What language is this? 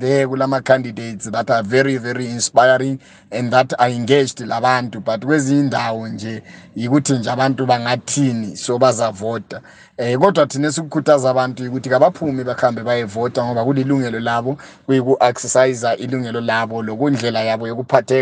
North Ndebele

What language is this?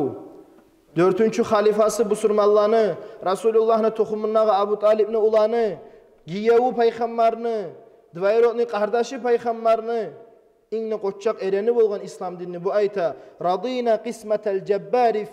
Kumyk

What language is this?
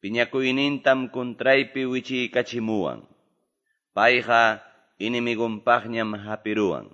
Quechua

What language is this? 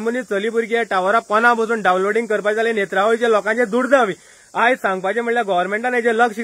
Konkani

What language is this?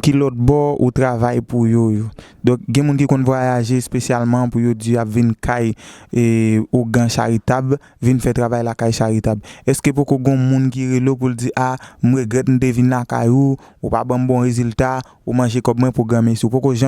Haitian Creole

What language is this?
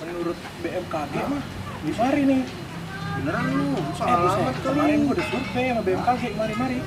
Betawi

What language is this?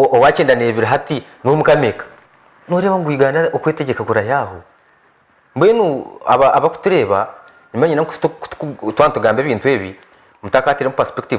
Nyankole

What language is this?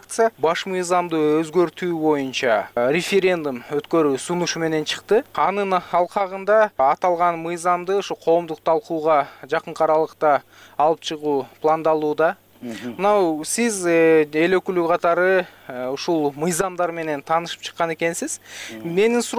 Kyrgyz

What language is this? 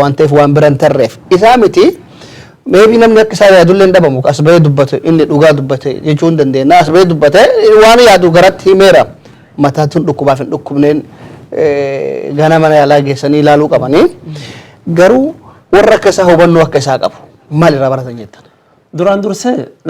Oromo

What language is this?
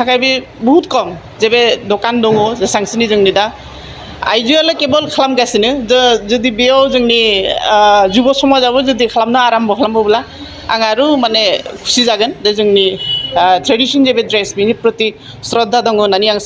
Bodo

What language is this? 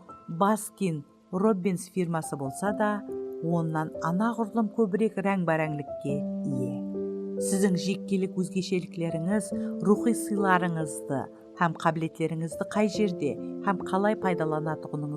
Kara-Kalpak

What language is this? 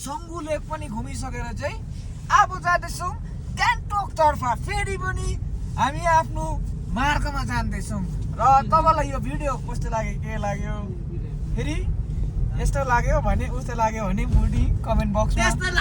Nepali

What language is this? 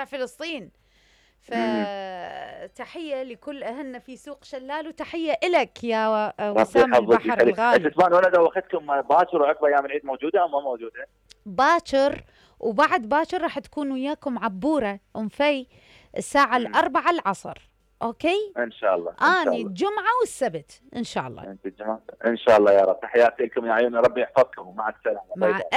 Mesopotamian Arabic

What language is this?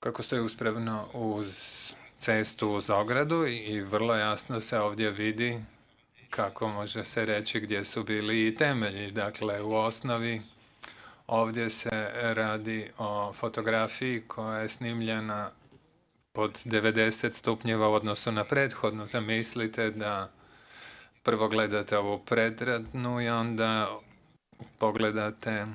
Bosnian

